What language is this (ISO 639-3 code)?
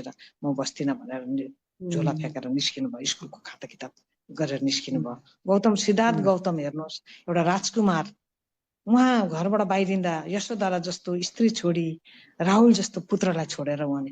nep